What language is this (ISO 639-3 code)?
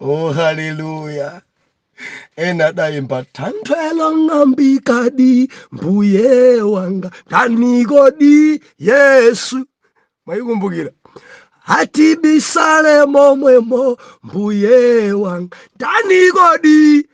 nya